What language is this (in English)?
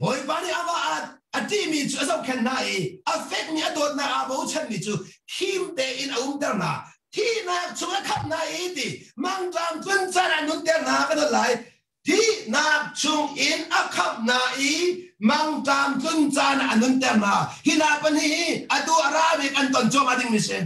Hakha Chin